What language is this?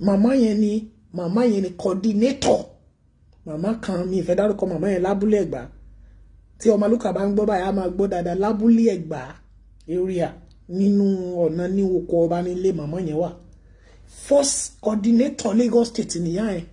Yoruba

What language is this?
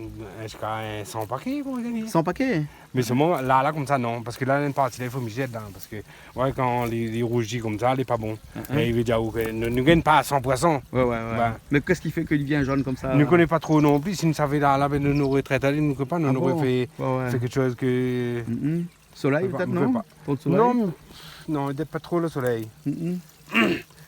Réunion Creole French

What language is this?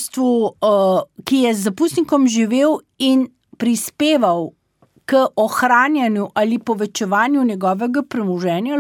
Slovenian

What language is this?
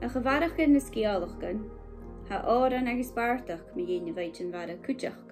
Scottish Gaelic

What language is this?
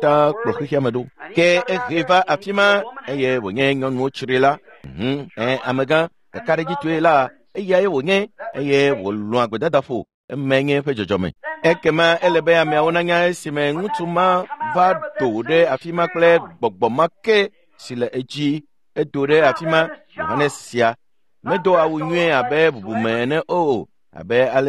Ewe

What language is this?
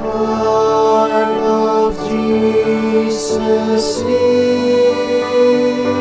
Pampanga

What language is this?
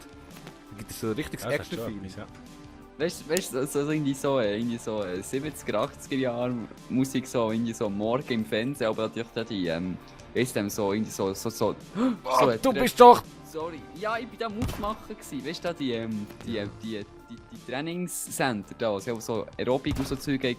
Swiss German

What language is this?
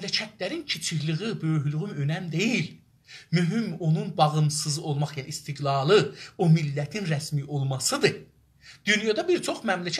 South Azerbaijani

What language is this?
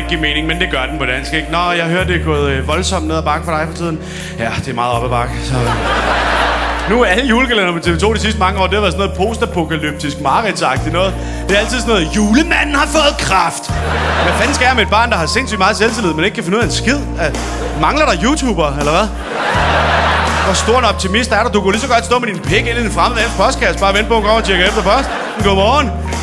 Danish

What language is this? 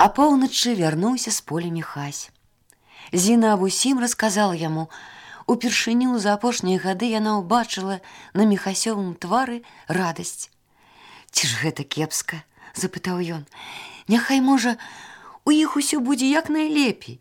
Belarusian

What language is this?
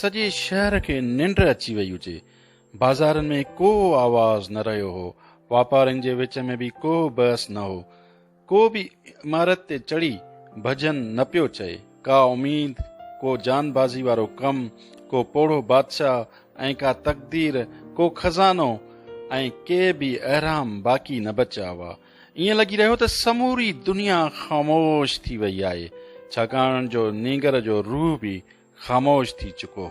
Sindhi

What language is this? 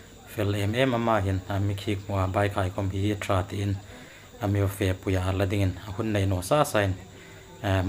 Hmar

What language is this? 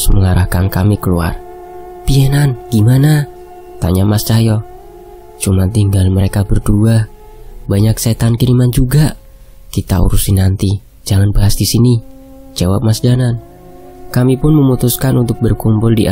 Indonesian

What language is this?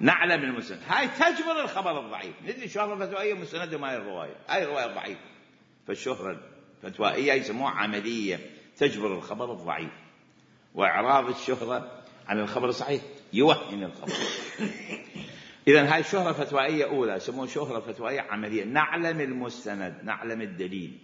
Mesopotamian Arabic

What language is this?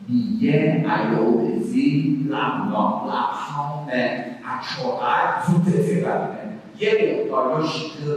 Akha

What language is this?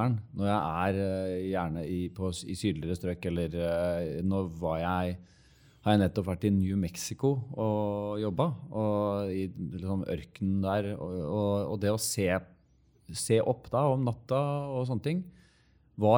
Norwegian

